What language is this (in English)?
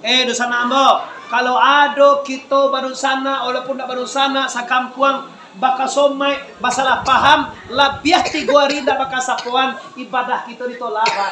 Minangkabau